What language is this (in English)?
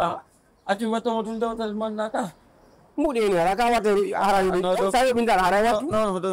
Pular